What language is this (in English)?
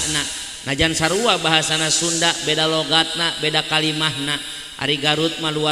Sundanese